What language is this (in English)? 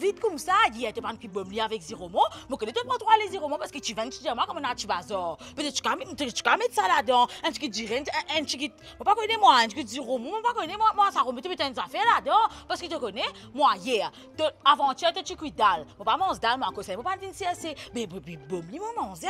Morisyen